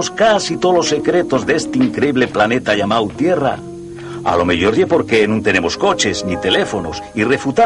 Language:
Asturian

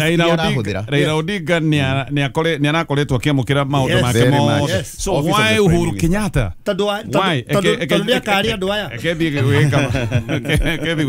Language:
Kikuyu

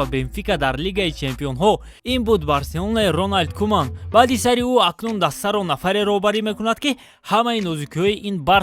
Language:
Tajik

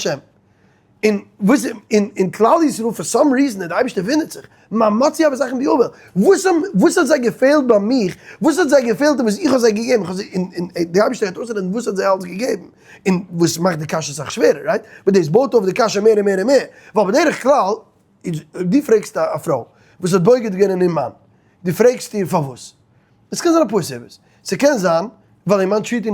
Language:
Yiddish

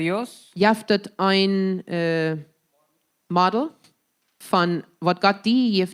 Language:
Plautdietsch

